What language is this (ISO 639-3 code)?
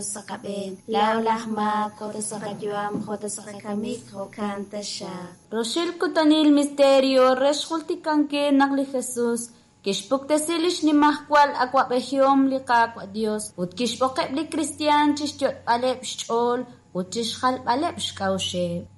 kek